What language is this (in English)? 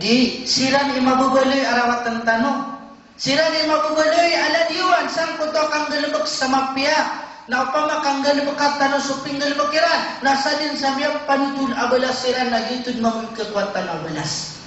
Maranao